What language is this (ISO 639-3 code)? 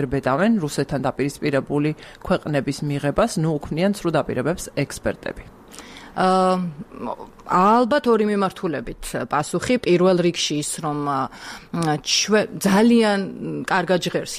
kat